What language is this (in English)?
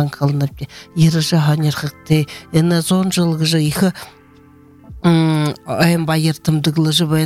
Buriat